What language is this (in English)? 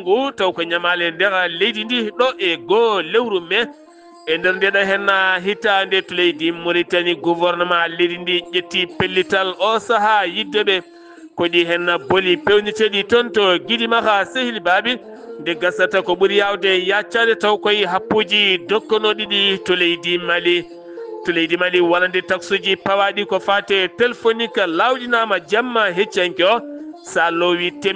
Fula